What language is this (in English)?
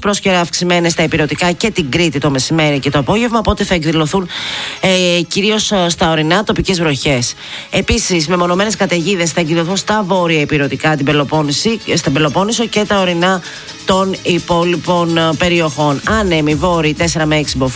Greek